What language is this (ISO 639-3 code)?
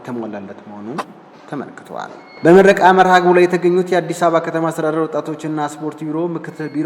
amh